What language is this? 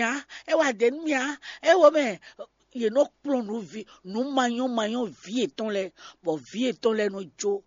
Fon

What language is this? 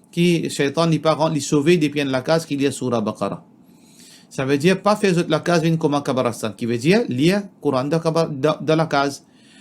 Morisyen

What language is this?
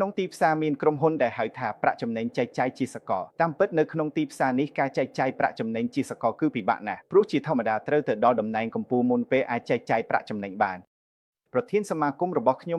Khmer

